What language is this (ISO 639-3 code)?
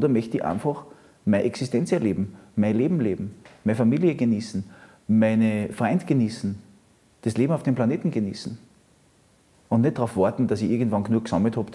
deu